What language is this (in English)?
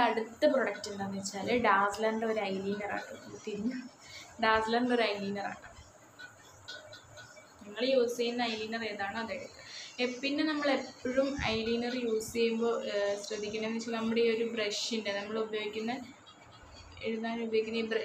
Malayalam